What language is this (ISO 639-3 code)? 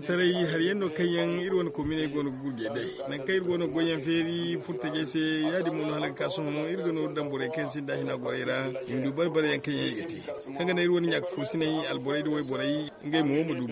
dje